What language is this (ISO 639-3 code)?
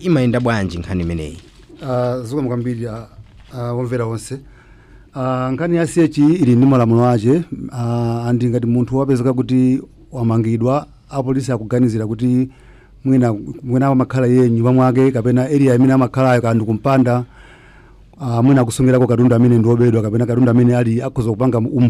nya